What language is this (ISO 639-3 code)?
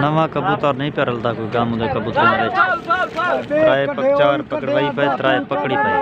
skr